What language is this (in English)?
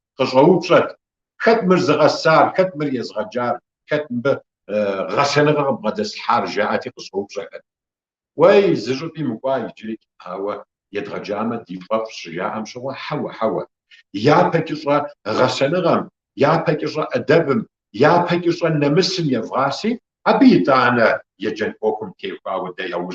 Kabardian